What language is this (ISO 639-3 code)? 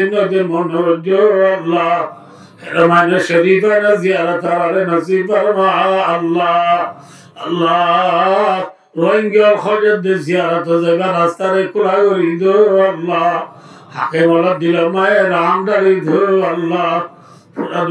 rhg